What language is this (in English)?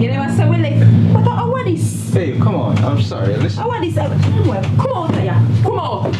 Jamaican Creole English